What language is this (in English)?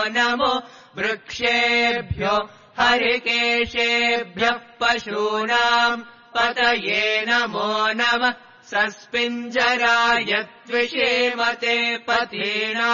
Sanskrit